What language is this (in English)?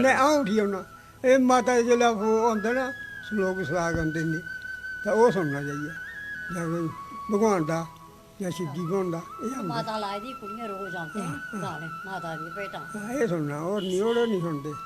Dogri